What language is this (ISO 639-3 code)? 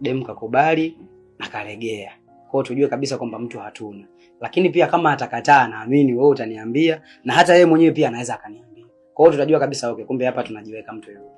swa